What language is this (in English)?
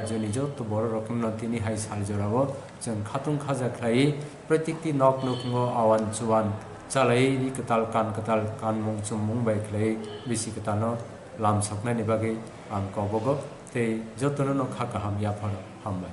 Kok Borok